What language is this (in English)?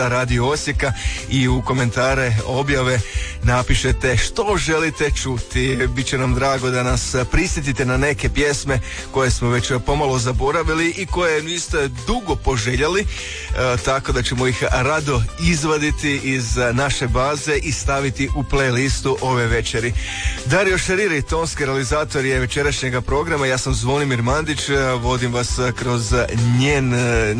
Croatian